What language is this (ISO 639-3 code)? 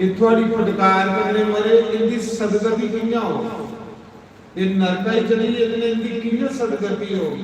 doi